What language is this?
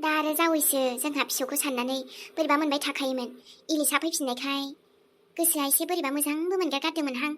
Bodo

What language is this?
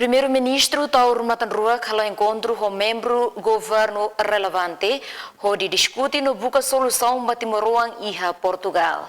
Tetum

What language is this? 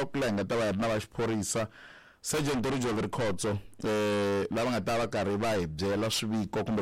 Tsonga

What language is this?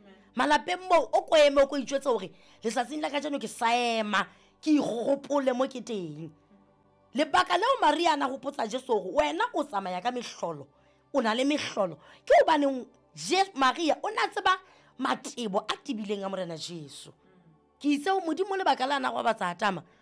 Southern Sotho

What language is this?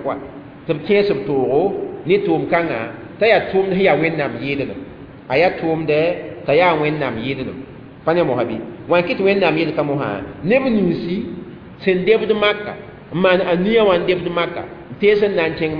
Mossi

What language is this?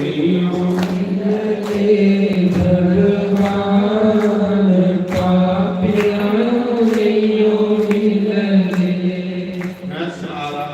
Dogri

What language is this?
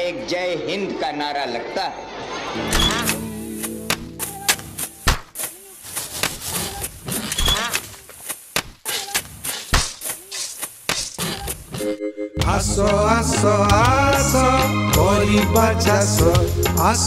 Odia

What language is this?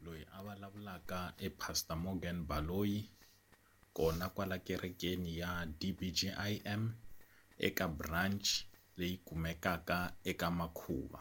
Tsonga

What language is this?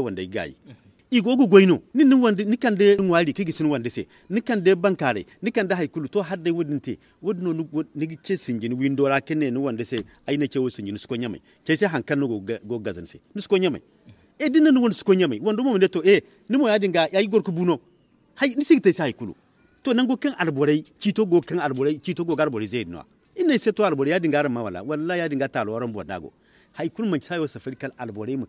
Zarma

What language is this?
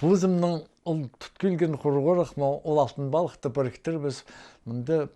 Khakas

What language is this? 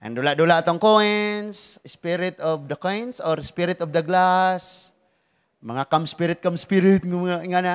Cebuano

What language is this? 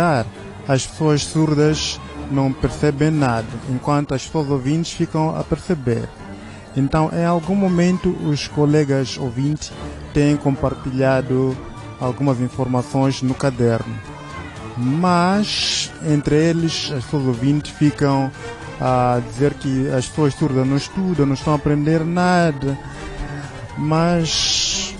Portuguese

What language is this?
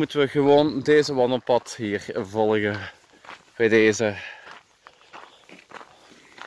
Dutch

